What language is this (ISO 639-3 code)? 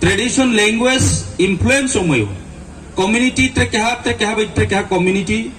ria